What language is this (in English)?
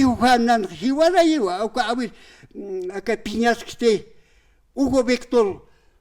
Aymara